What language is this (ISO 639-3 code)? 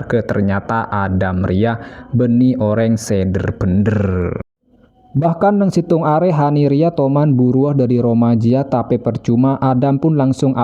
mad